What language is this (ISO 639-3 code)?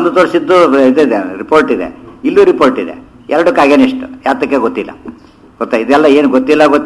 kan